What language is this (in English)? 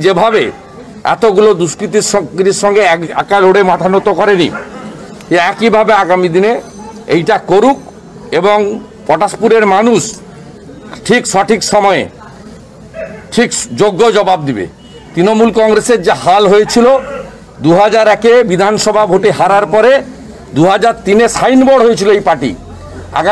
Bangla